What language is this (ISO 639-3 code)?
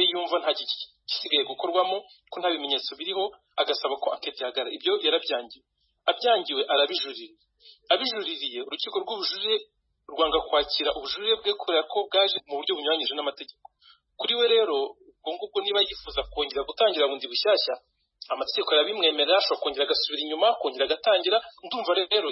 kin